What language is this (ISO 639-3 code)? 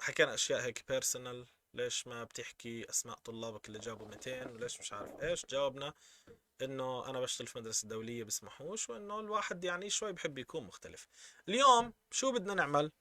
apc